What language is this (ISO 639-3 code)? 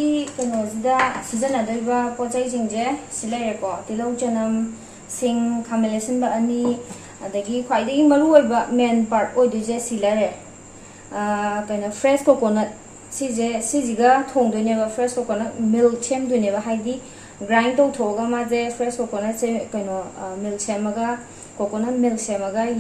mni